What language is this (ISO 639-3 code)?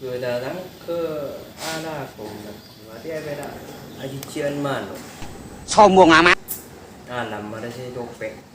mad